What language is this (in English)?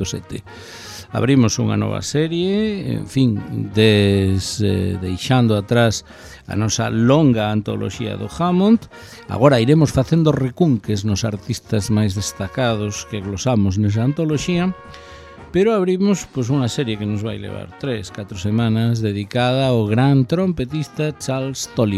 Galician